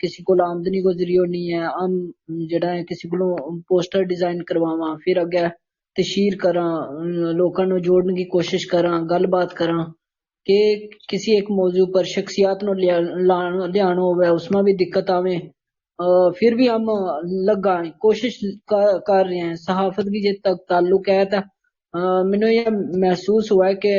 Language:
Gujari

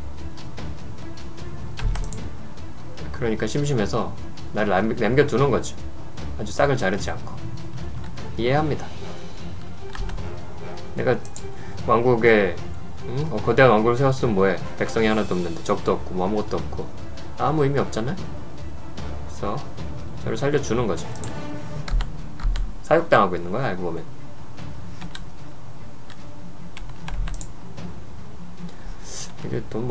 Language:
Korean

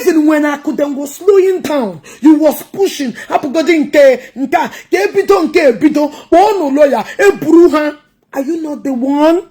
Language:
Igbo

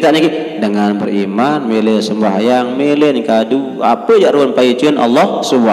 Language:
Sasak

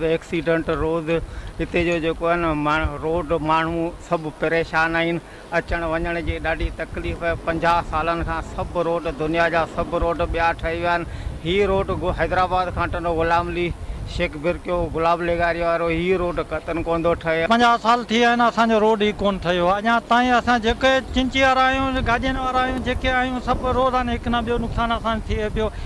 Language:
Sindhi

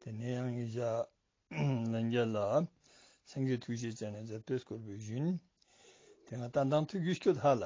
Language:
Ladakhi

